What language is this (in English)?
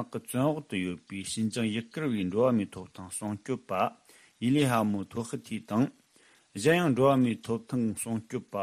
Tibetan